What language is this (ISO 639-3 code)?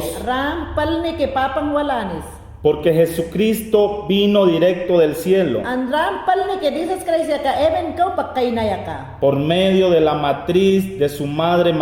yan